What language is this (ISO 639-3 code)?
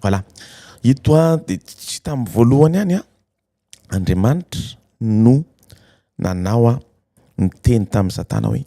mlg